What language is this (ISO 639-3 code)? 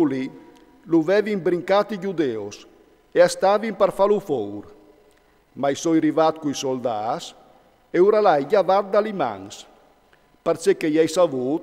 fur